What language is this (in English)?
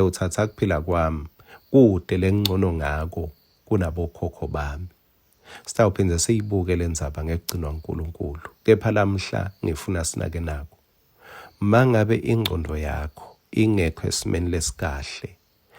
Swati